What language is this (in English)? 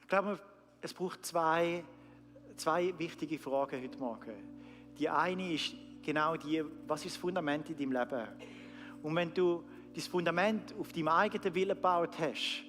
Swiss German